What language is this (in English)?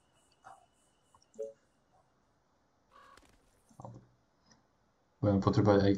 Slovak